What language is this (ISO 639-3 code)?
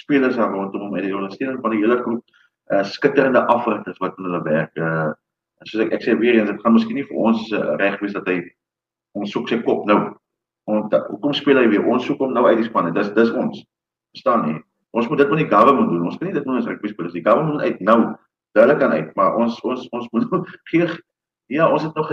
afr